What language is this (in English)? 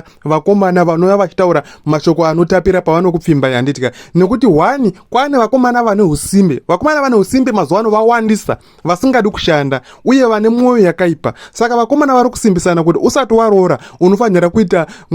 Shona